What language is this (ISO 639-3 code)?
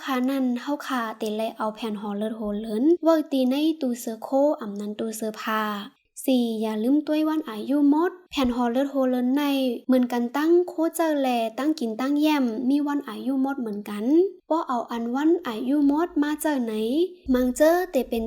shn